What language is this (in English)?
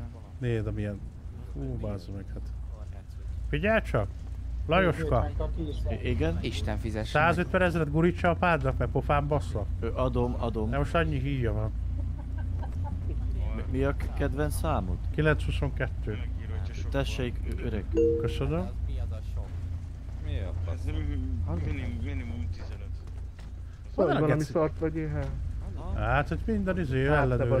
Hungarian